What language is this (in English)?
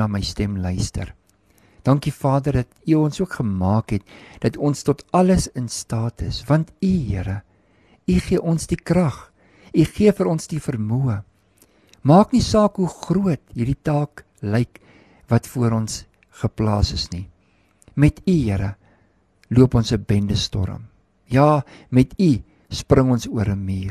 Afrikaans